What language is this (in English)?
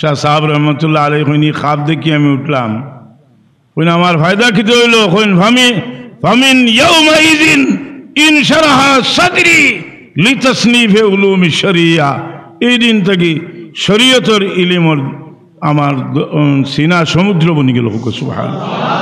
Sylheti